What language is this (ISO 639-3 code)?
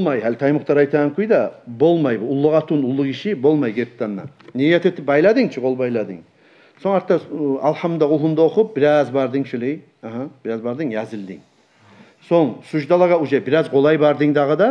kum